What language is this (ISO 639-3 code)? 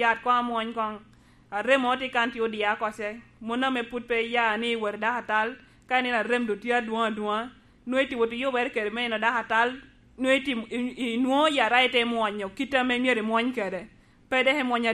laj